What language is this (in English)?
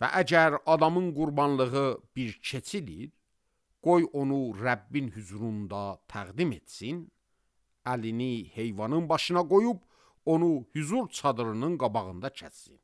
Azerbaijani